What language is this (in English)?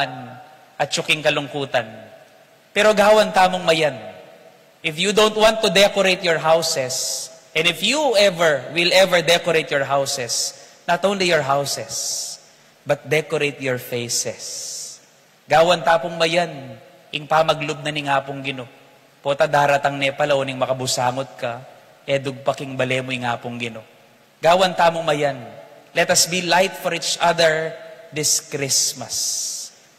Pampanga